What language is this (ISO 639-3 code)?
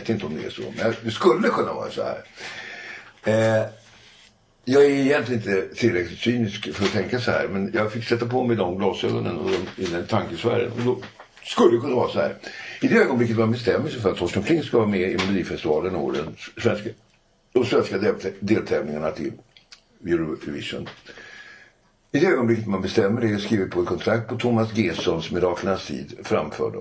swe